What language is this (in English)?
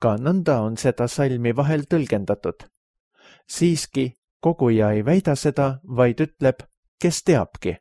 Estonian